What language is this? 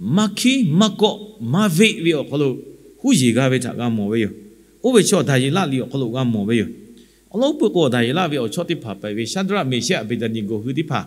Lahu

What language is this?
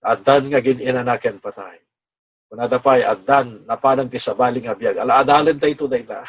Iloko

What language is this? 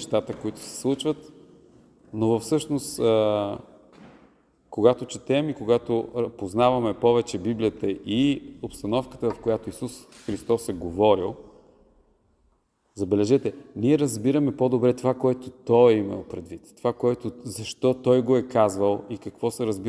Bulgarian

